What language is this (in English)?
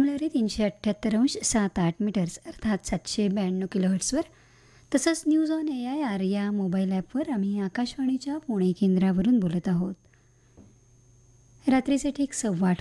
Marathi